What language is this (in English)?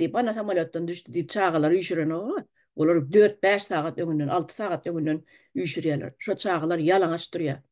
Turkmen